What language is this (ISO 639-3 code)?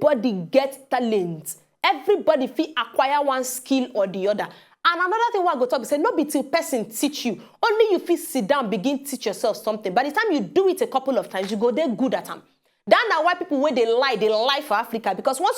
pcm